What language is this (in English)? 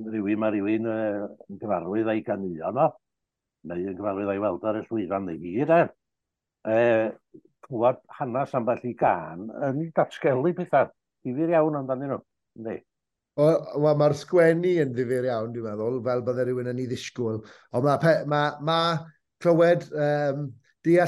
Welsh